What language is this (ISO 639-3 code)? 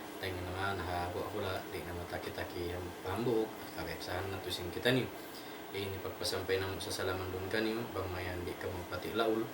tsg